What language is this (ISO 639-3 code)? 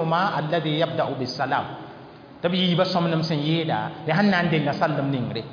mos